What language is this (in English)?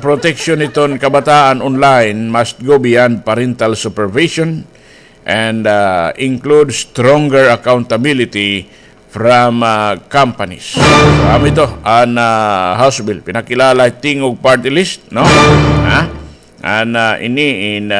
Waray